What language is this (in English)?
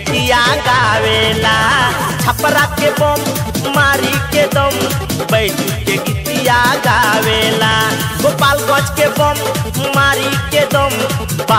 Bhojpuri